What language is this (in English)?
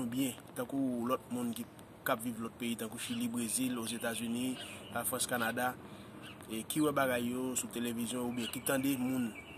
Haitian Creole